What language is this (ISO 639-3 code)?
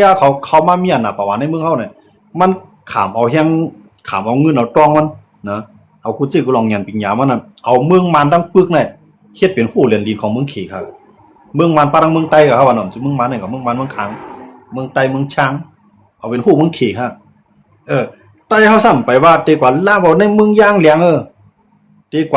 shn